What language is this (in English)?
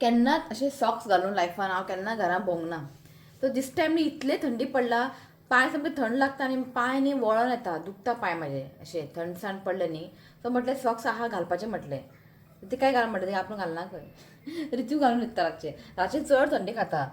Konkani